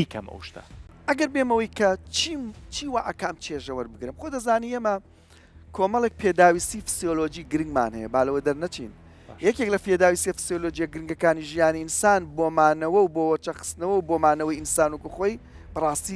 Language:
Central Kurdish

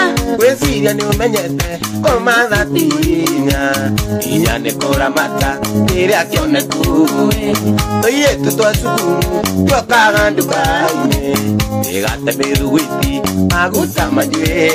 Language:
Kikuyu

